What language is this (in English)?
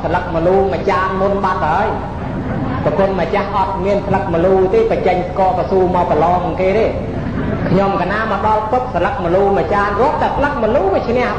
Khmer